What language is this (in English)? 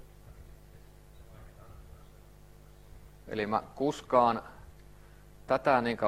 Finnish